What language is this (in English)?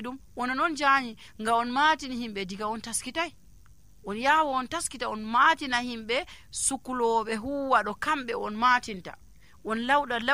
Nigerian Fulfulde